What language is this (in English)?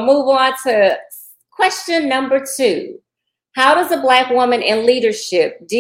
English